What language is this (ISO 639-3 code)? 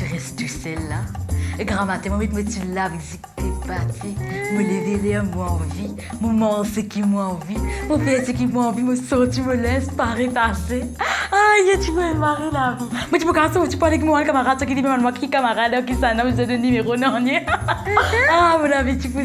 mfe